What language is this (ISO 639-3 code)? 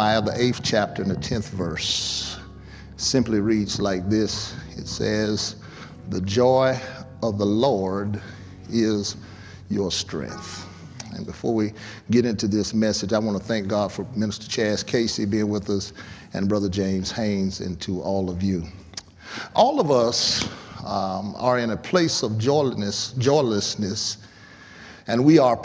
eng